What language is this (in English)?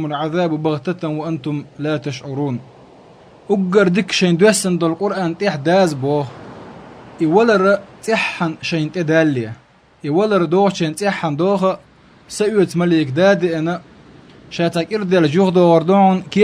Chechen